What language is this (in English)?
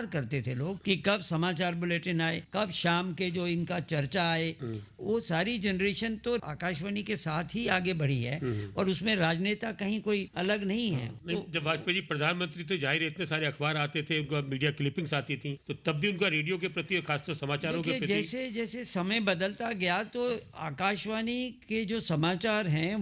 Hindi